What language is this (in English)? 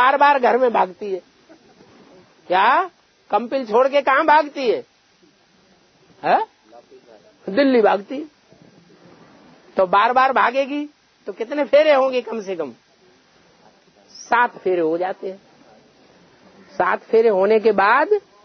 Hindi